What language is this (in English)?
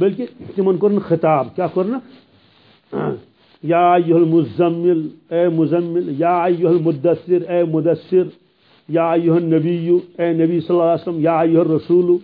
Kashmiri